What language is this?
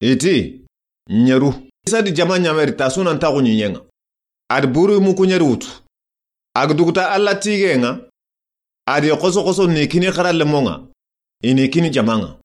Soninke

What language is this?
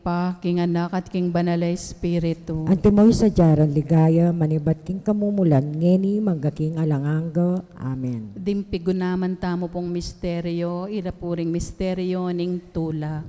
Pampanga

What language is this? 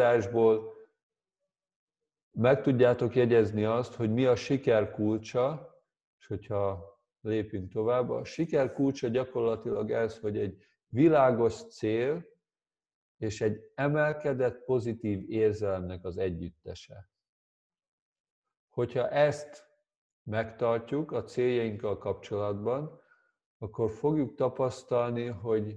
Hungarian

